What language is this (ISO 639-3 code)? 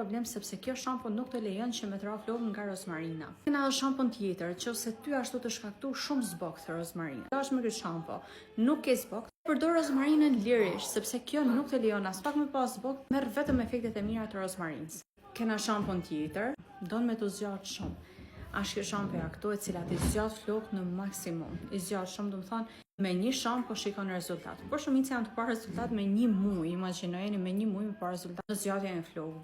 sqi